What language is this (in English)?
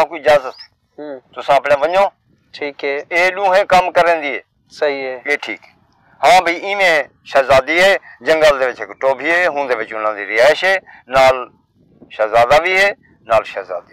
Saraiki